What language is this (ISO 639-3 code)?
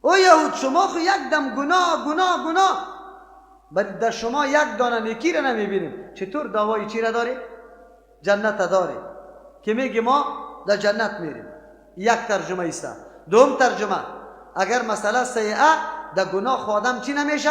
fas